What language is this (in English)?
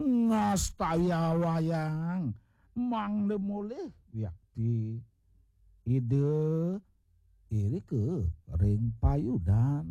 Balinese